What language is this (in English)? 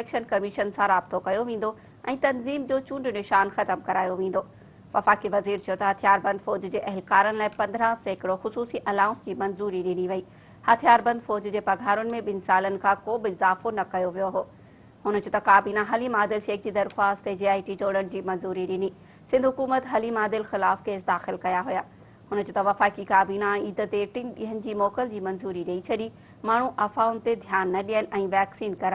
Sindhi